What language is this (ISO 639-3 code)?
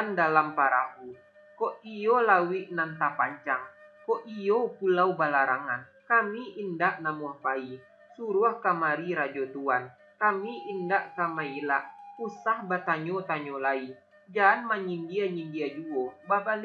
min